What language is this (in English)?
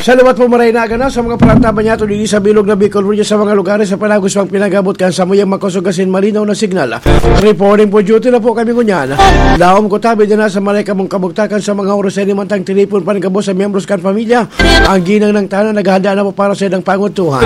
Bikol